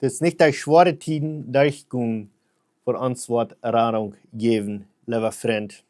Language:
Plautdietsch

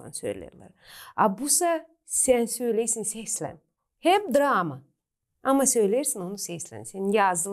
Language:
Gagauz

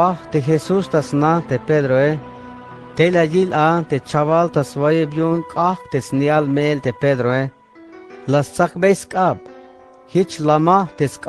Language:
Tzeltal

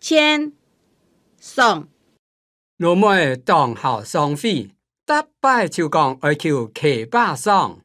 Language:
Hakka Chinese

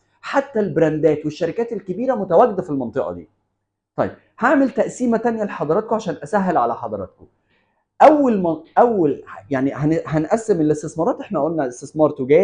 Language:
Egyptian Arabic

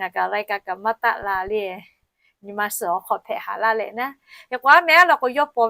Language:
Lahu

